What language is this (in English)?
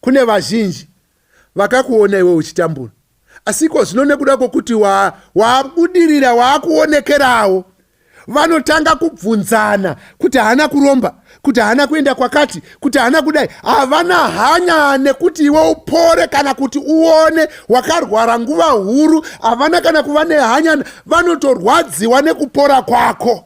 Shona